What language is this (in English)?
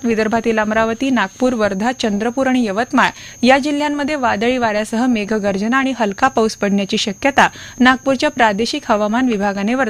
Marathi